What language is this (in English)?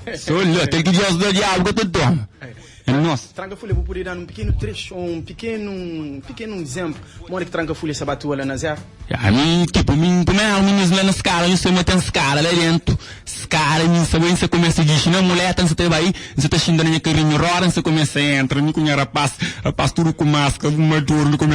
Kabuverdianu